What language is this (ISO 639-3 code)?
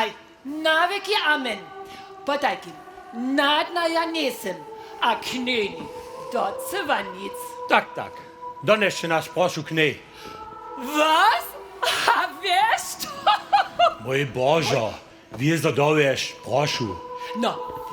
hsb